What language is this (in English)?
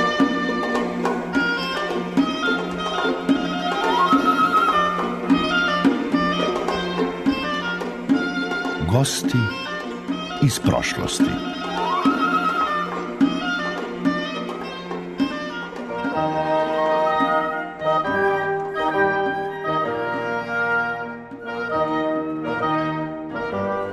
Serbian